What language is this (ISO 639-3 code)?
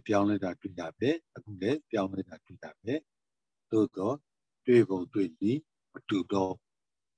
mya